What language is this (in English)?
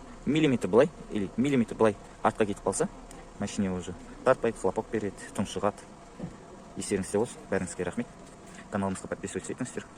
Kazakh